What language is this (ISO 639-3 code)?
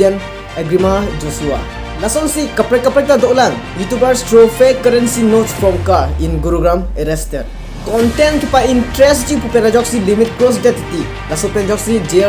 mjw